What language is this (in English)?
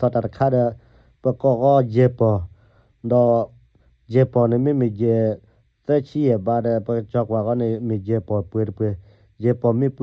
S'gaw Karen